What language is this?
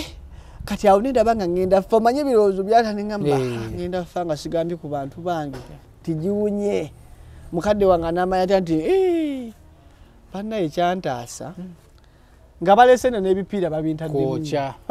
Ganda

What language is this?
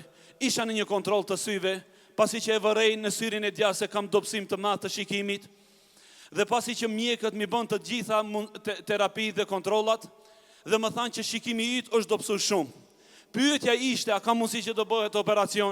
Albanian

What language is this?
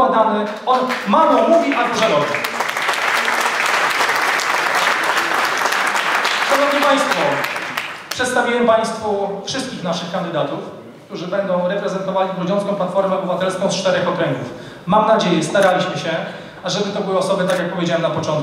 Polish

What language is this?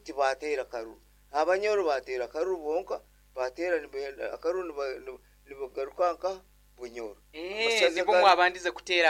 Nyoro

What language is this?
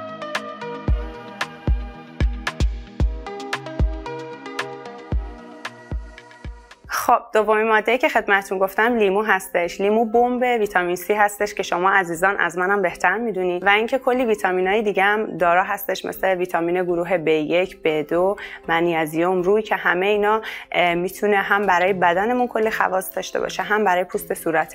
Persian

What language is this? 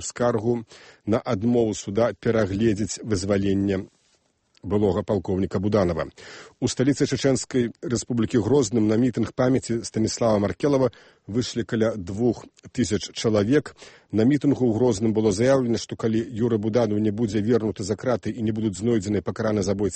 Belarusian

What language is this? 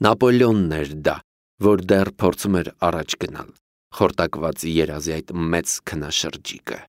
Armenian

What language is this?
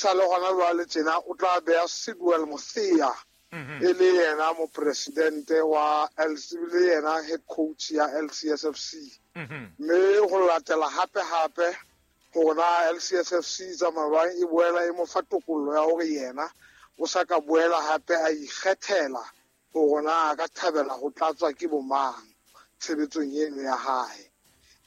Southern Sotho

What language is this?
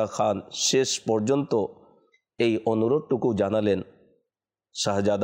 Bangla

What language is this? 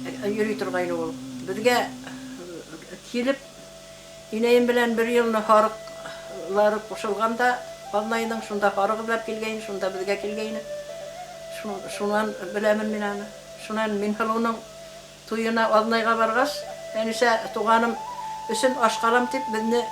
Bashkir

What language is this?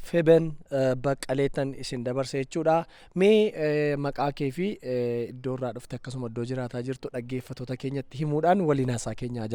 Oromo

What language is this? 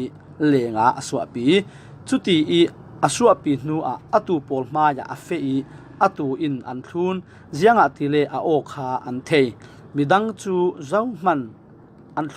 Falam Chin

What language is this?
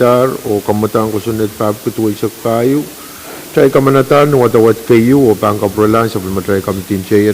Pohnpeian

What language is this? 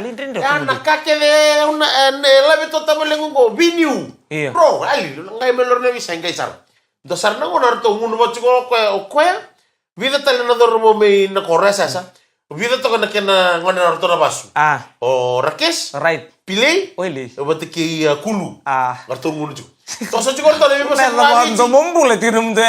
Fijian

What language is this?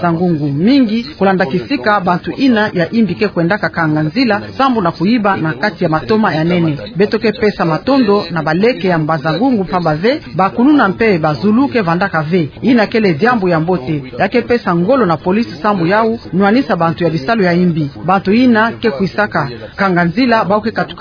Kituba (Democratic Republic of Congo)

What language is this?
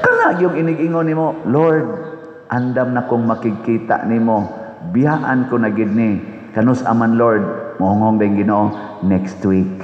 Cebuano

